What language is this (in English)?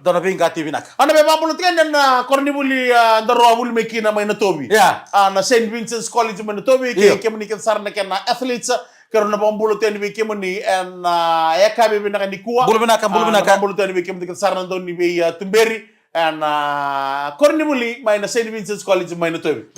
Fijian